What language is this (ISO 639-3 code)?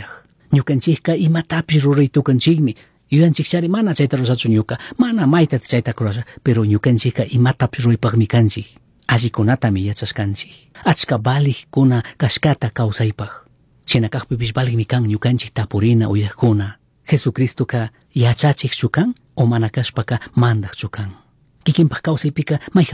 qug